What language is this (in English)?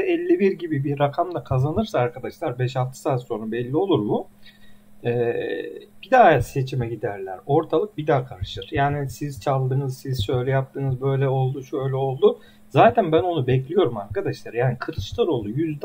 Turkish